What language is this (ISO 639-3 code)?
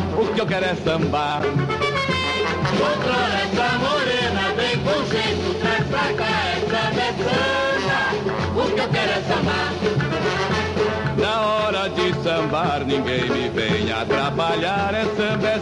por